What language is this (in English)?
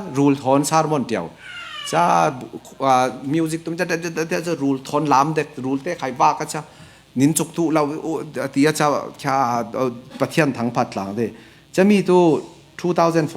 Falam Chin